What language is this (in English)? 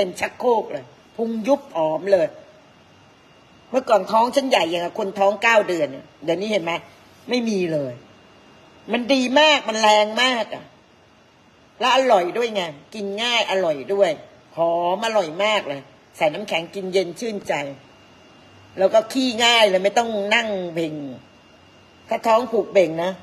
Thai